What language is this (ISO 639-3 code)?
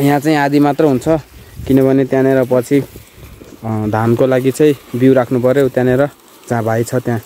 nep